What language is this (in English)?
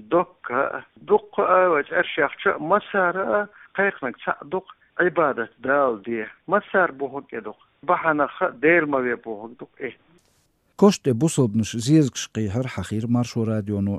Latvian